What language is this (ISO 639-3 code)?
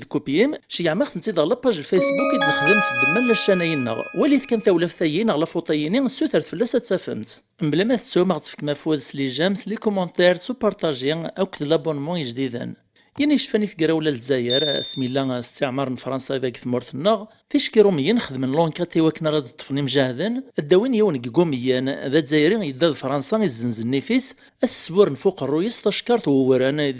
kab